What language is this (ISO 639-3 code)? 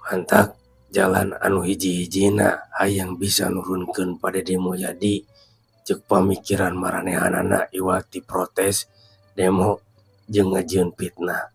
sun